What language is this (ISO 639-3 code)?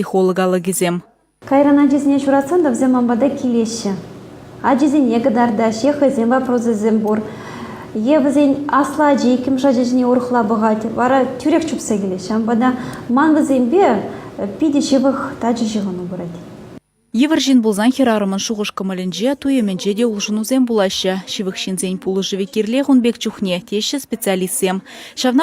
chv